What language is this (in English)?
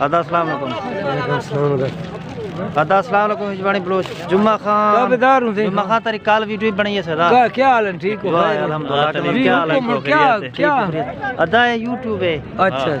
Saraiki